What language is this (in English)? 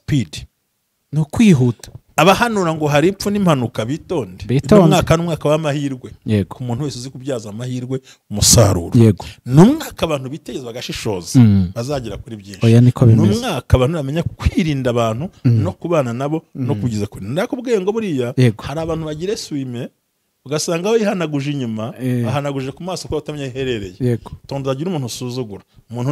Kinyarwanda